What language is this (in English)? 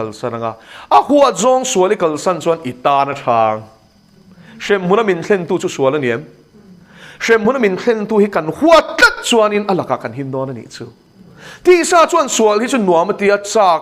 Mizo